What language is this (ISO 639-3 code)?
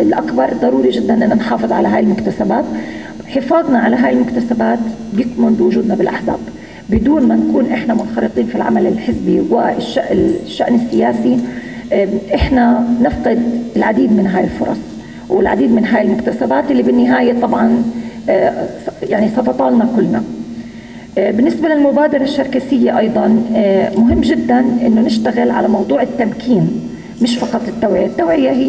apc